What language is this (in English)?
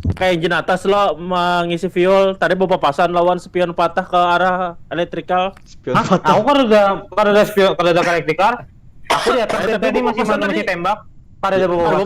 Banjar